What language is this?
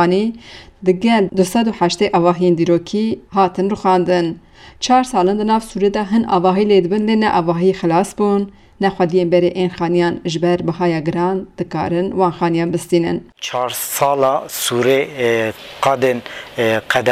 Kurdish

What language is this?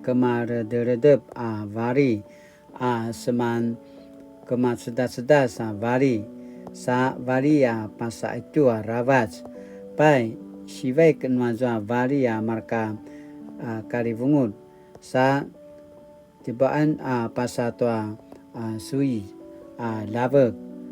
Paiwan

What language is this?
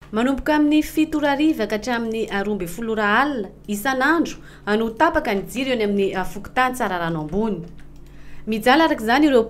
Malagasy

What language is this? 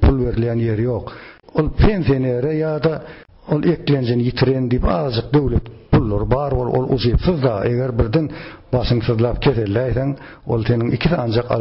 Turkmen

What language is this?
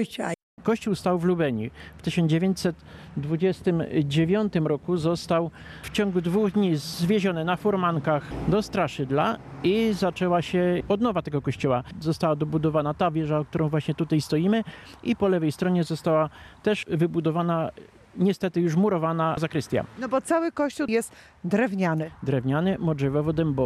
Polish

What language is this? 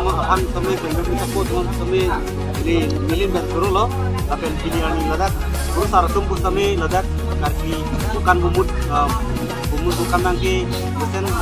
Karbi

